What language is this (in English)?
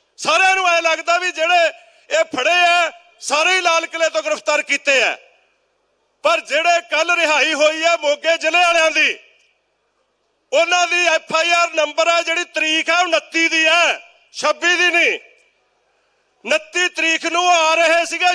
Punjabi